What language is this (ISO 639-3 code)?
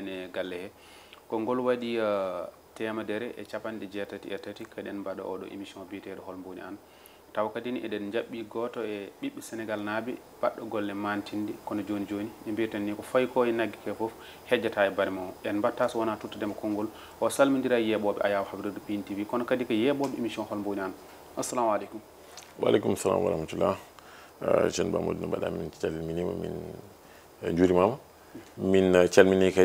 ful